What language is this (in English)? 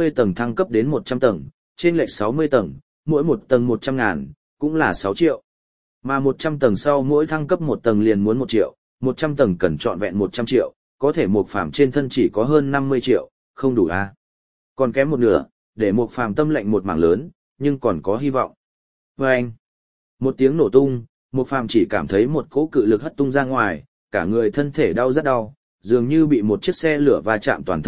Vietnamese